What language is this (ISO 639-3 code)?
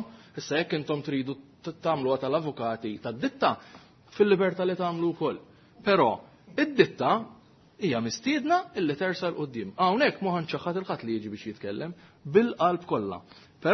mlt